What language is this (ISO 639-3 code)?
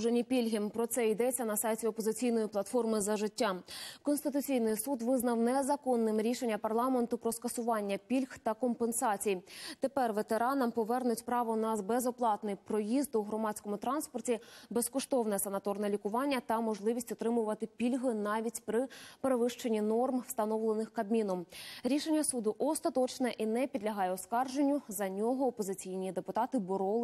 ukr